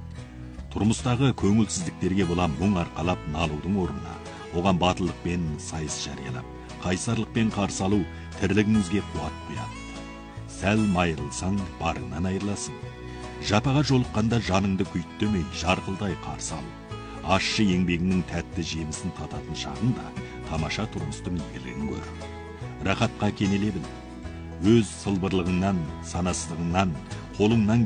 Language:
Kazakh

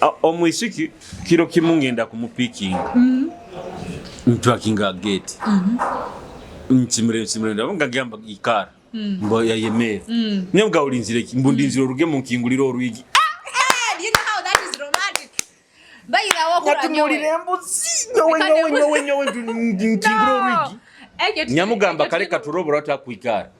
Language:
Nyoro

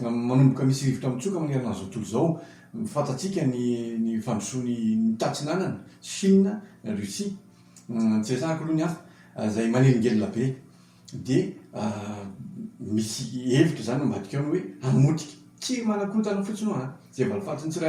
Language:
Malagasy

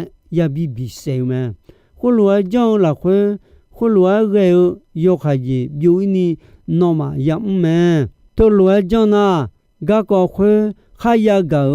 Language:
Akha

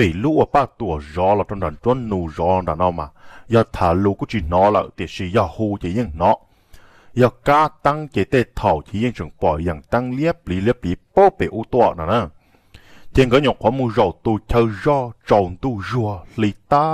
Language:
Hmong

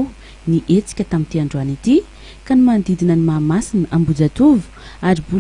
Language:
Malagasy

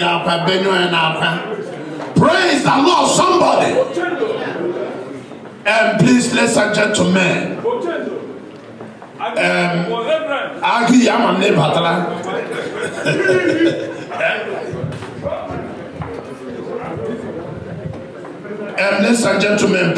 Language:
English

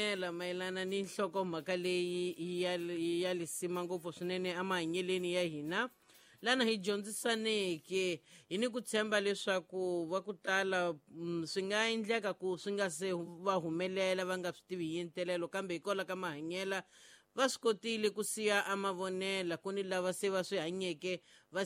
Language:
Tsonga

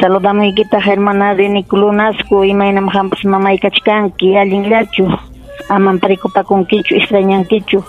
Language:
Ayacucho Quechua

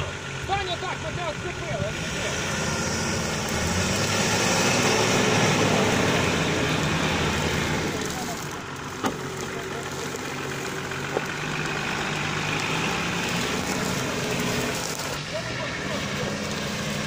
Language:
Ukrainian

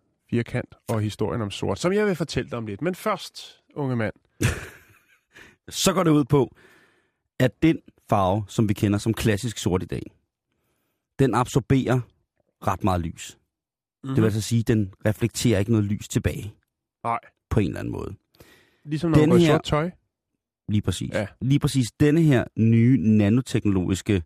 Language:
Danish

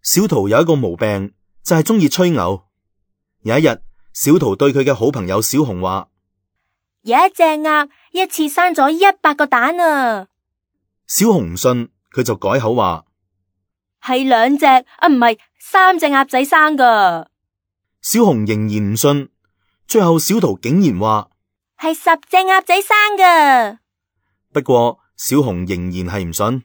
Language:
Cantonese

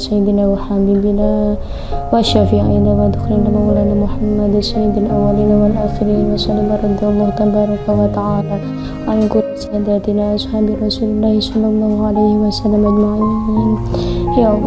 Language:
Indonesian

